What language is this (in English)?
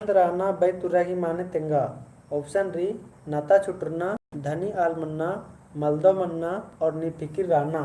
Kurukh